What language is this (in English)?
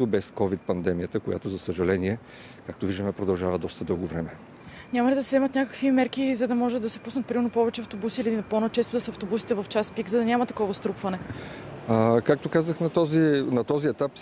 Bulgarian